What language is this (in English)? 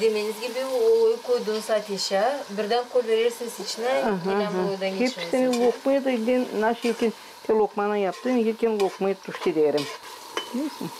Gagauz